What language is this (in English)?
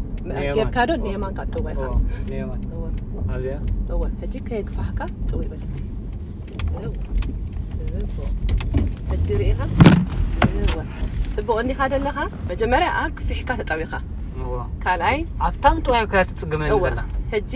Tigrinya